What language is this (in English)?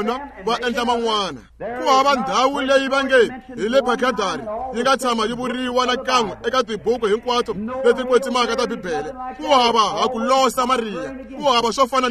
Tsonga